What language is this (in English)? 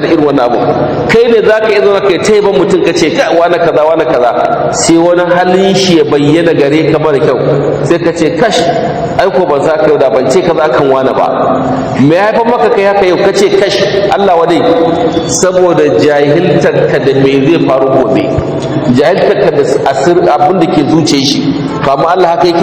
Hausa